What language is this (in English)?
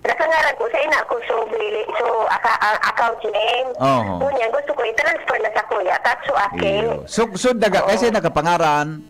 Bikol